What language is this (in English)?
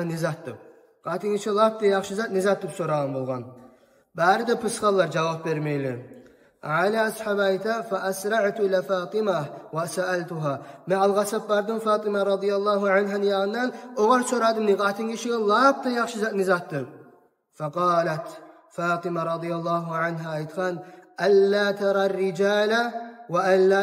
Kumyk